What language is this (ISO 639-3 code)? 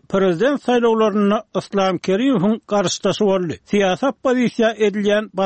tuk